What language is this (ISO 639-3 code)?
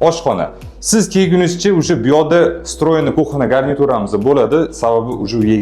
uzb